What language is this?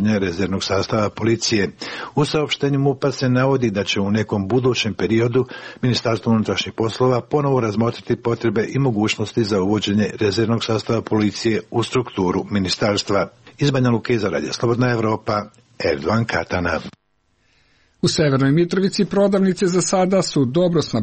Serbian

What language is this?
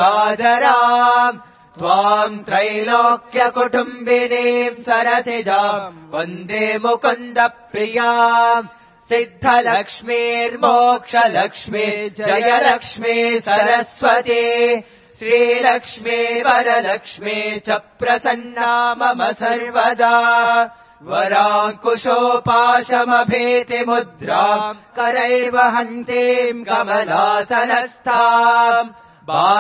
Sanskrit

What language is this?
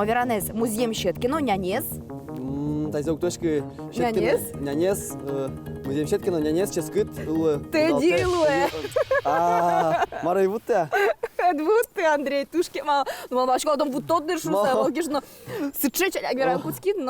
Udmurt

